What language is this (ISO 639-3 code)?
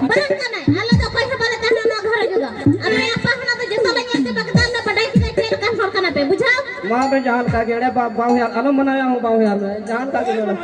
sat